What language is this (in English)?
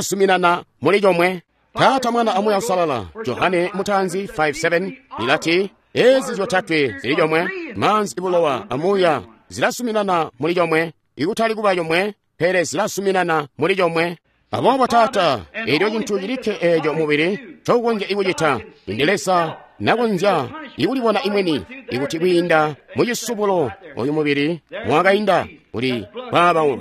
Tonga (Zambia)